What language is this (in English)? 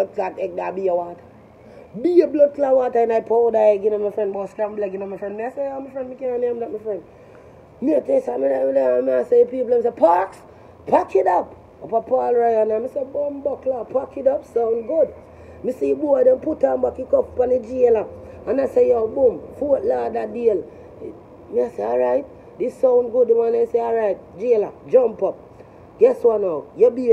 Jamaican Creole English